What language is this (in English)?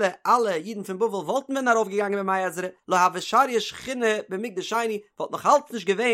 Yiddish